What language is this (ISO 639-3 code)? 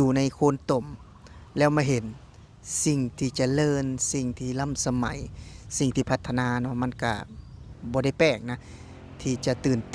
lao